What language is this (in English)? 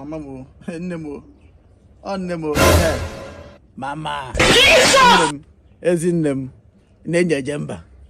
Igbo